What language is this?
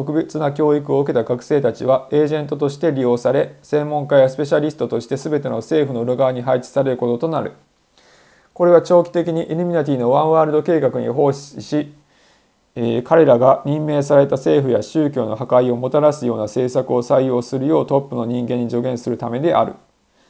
Japanese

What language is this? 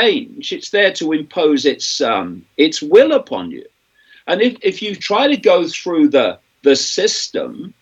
English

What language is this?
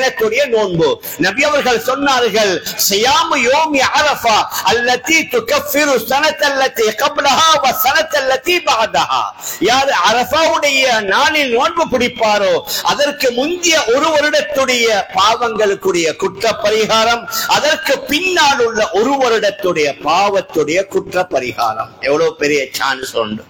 Tamil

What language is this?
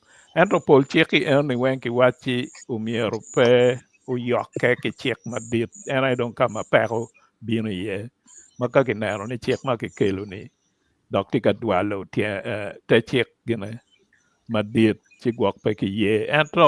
Acoli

